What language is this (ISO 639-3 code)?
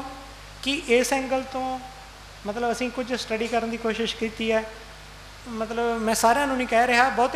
pan